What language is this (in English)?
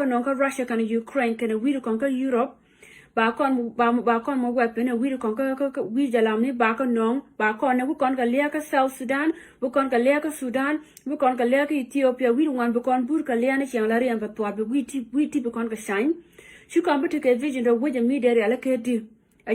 Nuer